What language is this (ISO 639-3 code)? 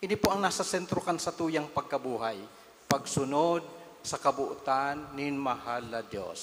bik